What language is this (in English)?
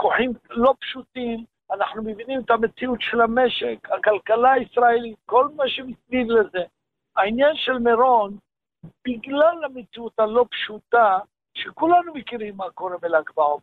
Hebrew